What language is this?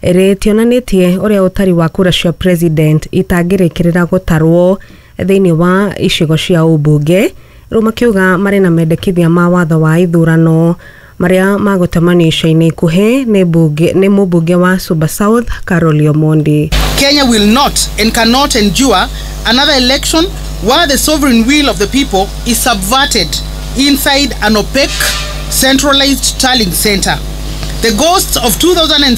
Kikuyu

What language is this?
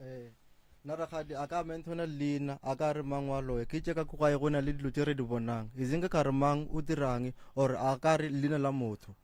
Northern Sotho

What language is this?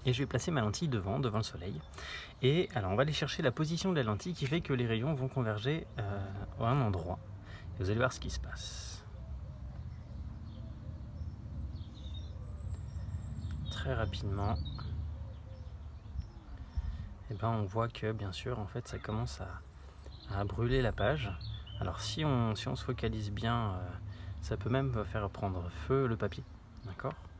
French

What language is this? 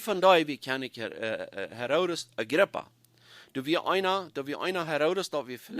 Plautdietsch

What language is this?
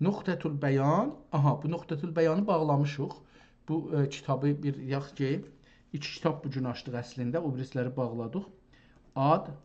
South Azerbaijani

